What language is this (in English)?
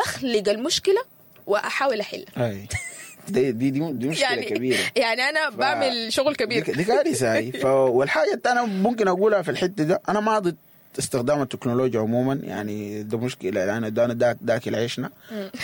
Sudanese Arabic